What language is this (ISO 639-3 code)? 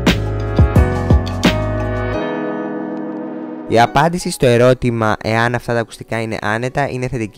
ell